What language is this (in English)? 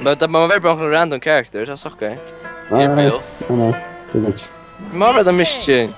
Faroese